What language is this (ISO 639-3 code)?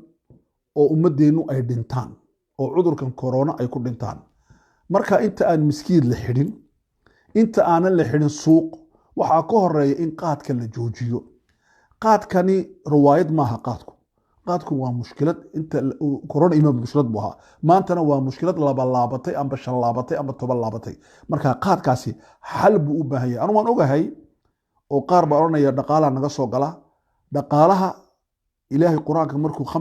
som